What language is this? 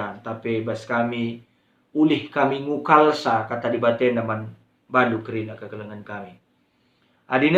Batak Karo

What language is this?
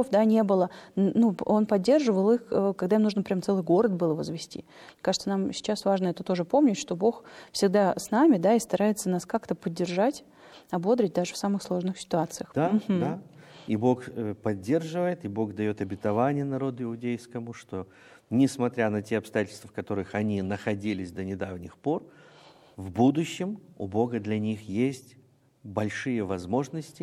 Russian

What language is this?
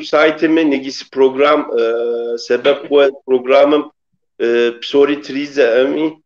Kabardian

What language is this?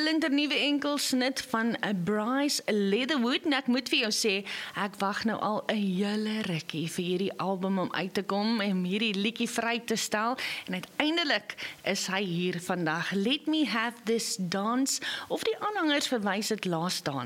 Afrikaans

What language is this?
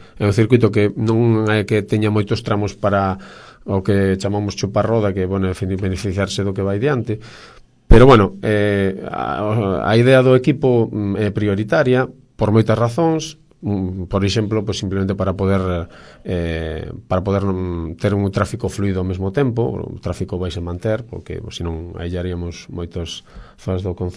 Galician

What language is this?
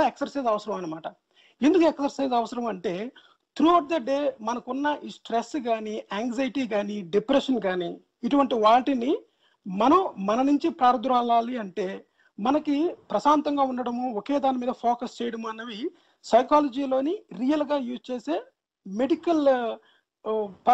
Telugu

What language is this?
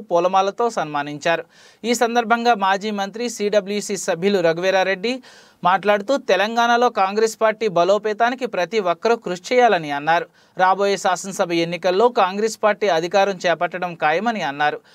Telugu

